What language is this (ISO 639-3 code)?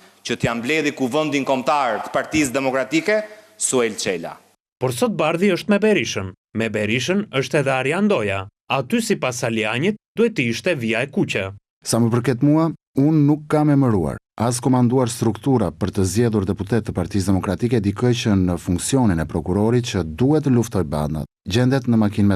sqi